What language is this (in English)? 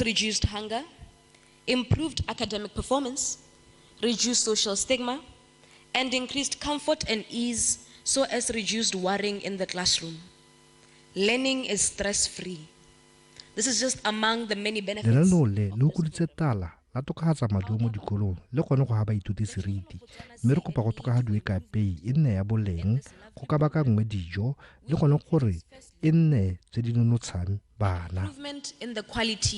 Tswana